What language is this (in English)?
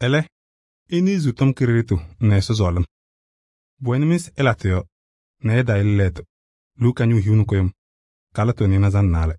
Kabiyè